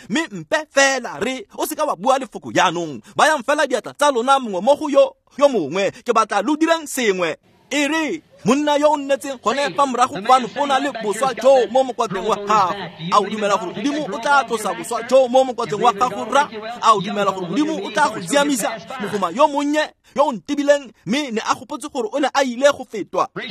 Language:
Tswana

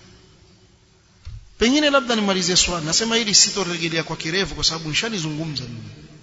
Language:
Swahili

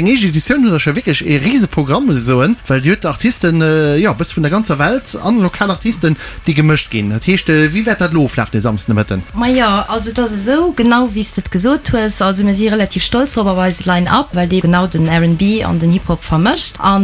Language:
Luxembourgish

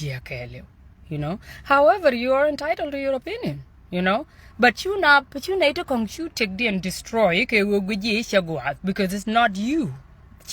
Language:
Nuer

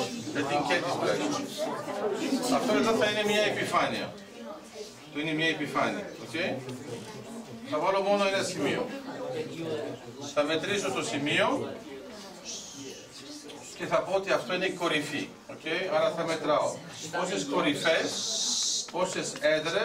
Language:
Greek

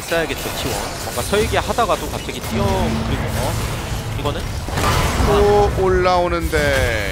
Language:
Korean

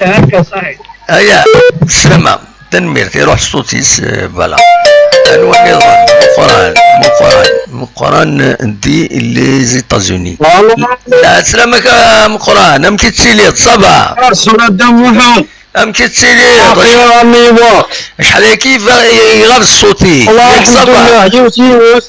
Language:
Kabyle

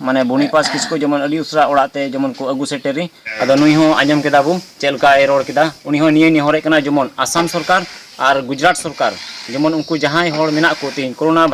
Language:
Santali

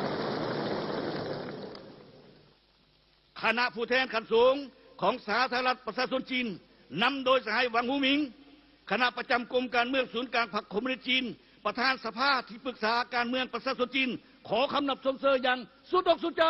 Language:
Lao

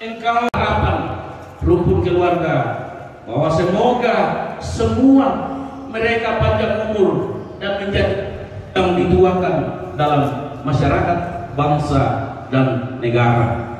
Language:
Toraja-Sa'dan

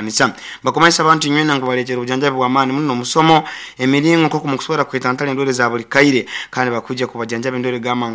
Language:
Nyoro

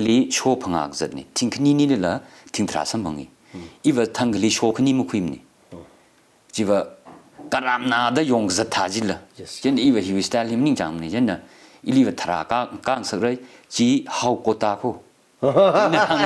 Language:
Tangkhul Naga (India)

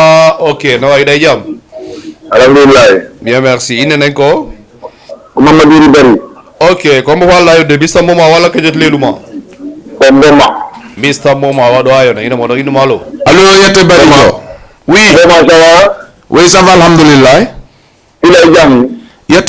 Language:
Fula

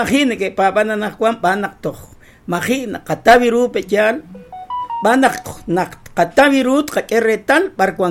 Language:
Kekchí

